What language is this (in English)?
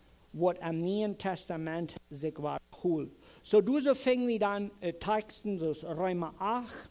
Plautdietsch